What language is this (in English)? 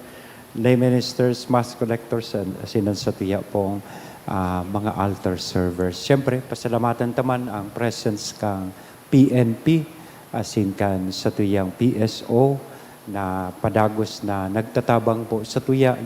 Bikol